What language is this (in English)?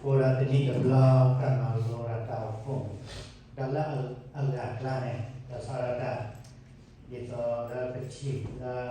S'gaw Karen